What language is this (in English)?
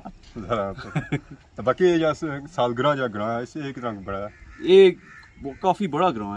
Pahari-Potwari